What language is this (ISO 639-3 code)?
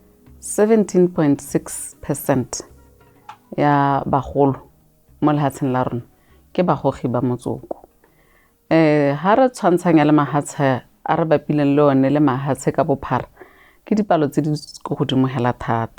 tsn